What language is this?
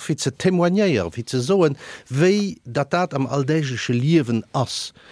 Luxembourgish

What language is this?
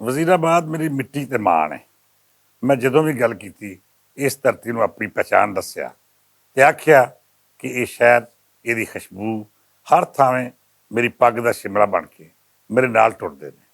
Western Panjabi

